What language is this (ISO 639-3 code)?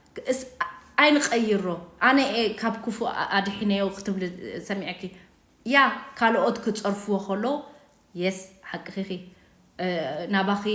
tir